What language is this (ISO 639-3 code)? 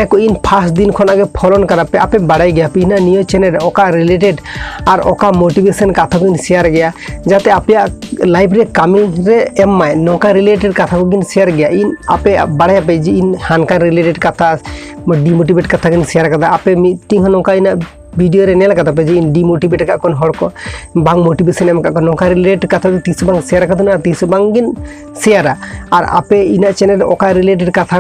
sat